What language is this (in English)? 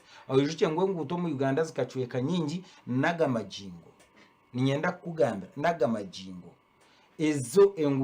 Nyankole